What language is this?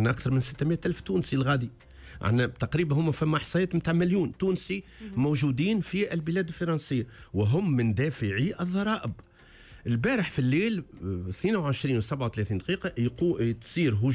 Tunisian Arabic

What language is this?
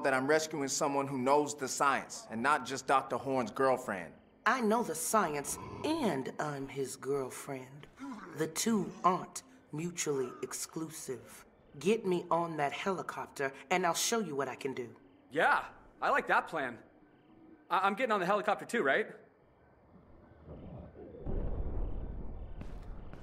English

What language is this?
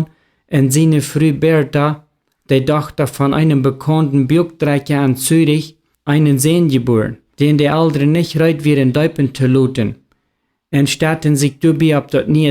Plautdietsch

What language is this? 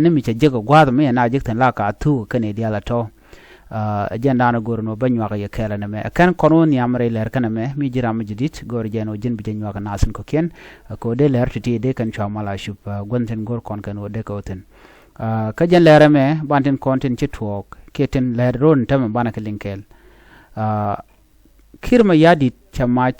Nuer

